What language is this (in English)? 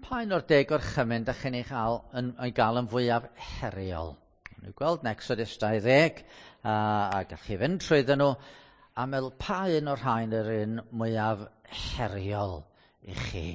Welsh